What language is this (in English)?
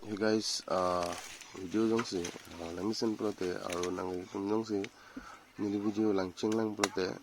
Karbi